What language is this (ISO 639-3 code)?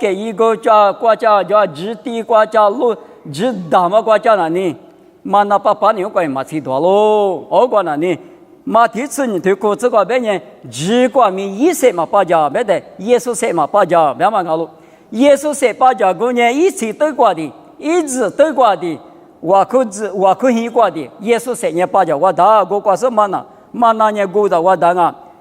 lis